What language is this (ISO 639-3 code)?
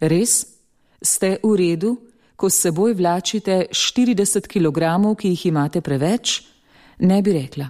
slv